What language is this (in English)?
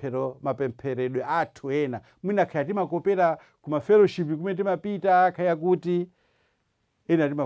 Nyanja